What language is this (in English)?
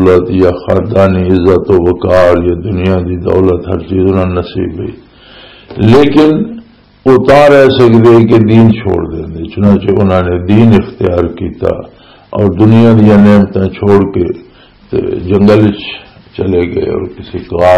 Western Panjabi